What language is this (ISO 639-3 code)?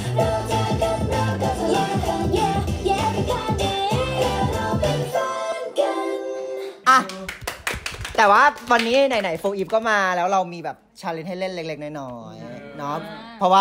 tha